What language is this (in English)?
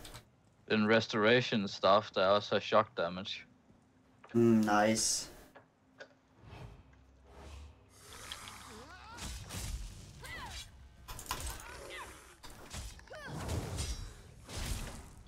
Danish